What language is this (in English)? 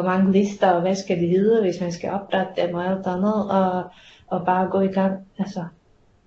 Danish